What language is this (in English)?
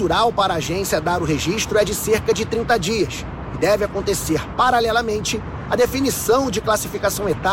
Portuguese